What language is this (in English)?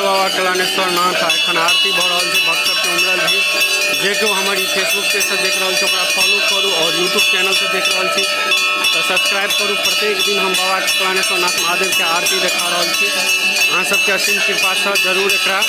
Maithili